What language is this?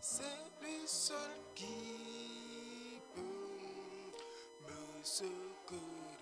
Ewe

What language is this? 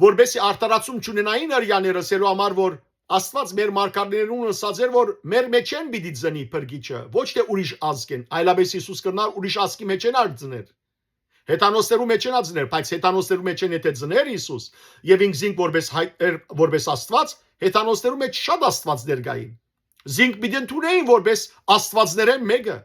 Western Armenian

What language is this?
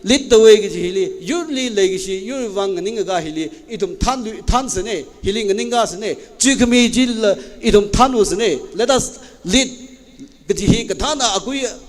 Tangkhul Naga (India)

